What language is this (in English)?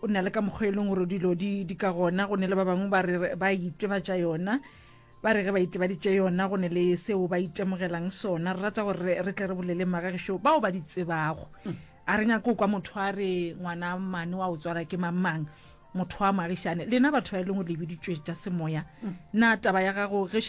Northern Sotho